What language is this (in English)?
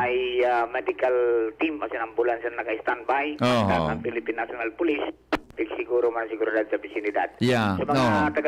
Bikol